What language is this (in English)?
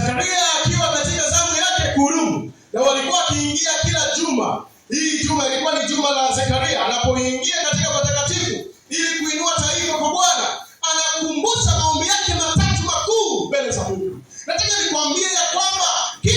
Swahili